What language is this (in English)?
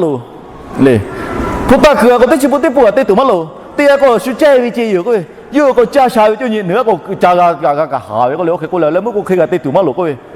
Lahu